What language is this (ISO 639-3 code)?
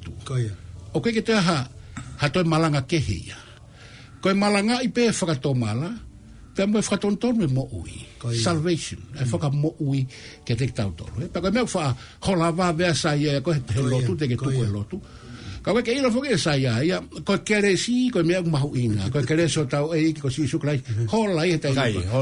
ton